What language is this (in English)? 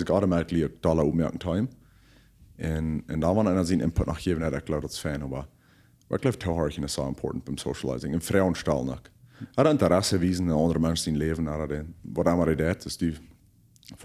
Plautdietsch